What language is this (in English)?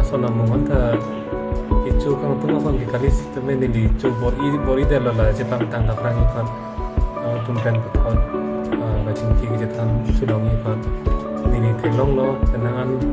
Karbi